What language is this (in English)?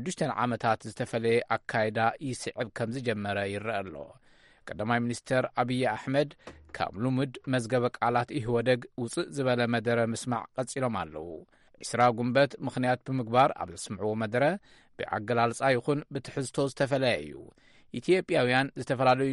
Tigrinya